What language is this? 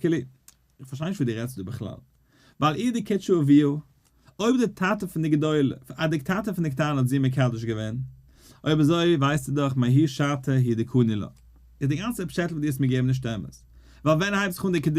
Yiddish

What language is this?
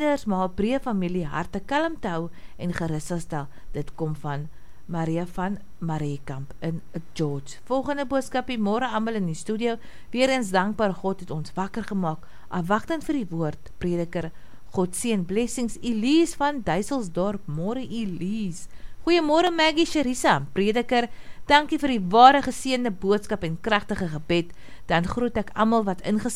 Afrikaans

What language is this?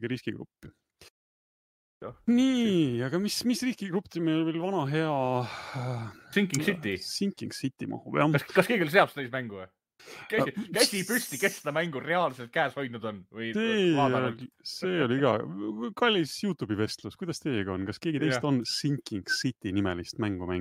Estonian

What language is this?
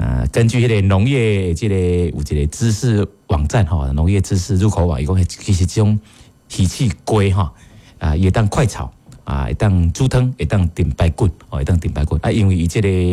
Min Nan Chinese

